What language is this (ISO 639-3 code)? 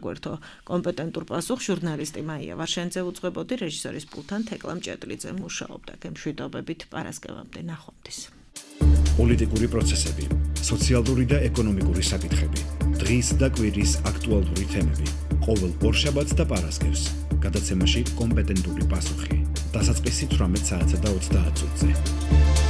kat